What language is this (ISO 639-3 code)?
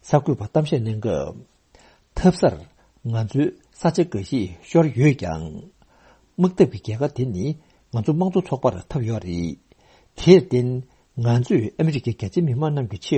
bod